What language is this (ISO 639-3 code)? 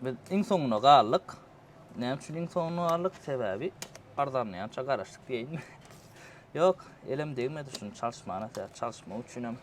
tuk